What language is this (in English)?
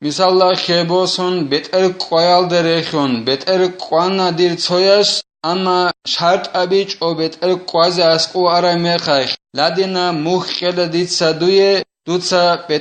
Avaric